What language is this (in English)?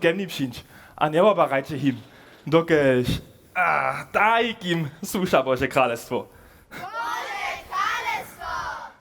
Upper Sorbian